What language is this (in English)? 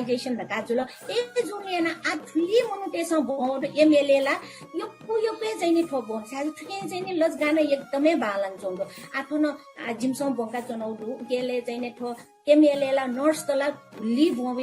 Newari